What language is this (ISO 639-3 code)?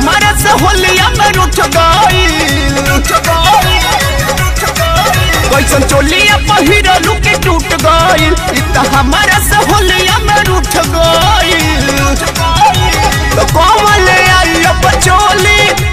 bho